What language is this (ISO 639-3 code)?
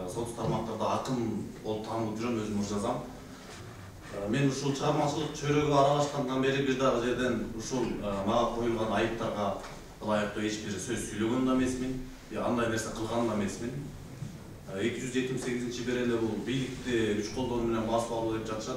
kir